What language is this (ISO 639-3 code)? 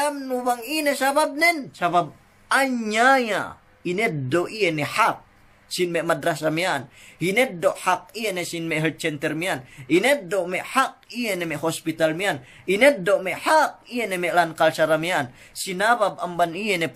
yka